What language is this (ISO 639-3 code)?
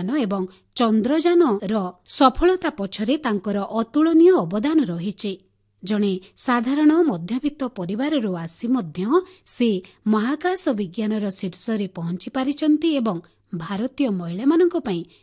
ori